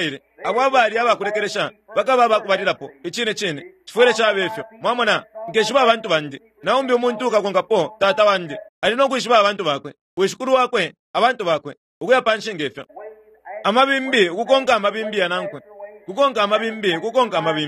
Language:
Bemba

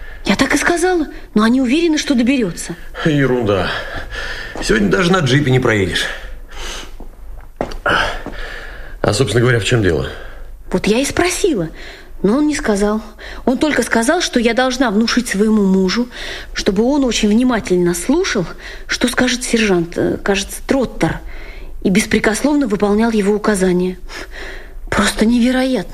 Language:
Russian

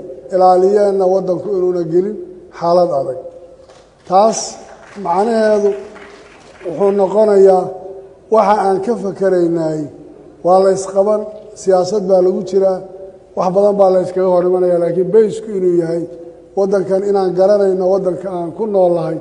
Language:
Somali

